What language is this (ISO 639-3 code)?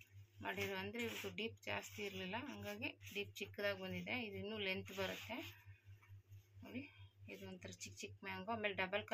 kan